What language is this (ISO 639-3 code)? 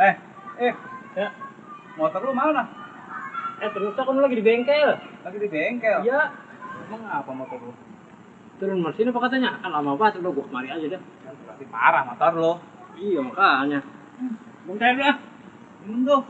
bew